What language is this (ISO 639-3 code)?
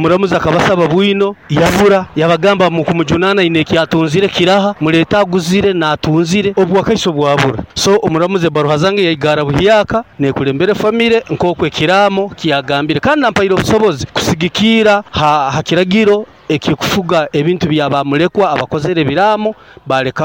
nyo